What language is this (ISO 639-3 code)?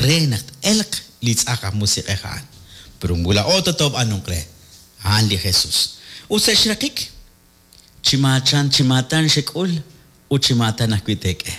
kek